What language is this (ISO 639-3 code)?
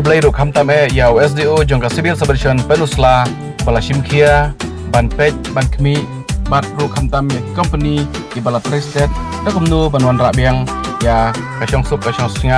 kha